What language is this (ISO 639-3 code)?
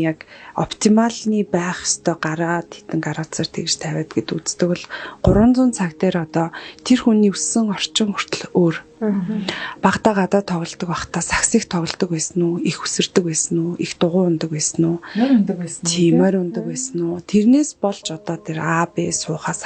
mon